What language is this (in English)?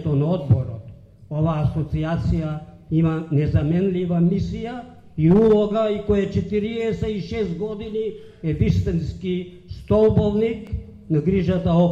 Macedonian